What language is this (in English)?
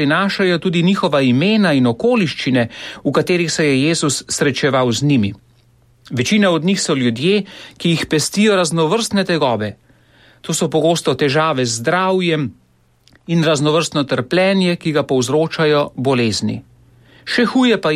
Slovenian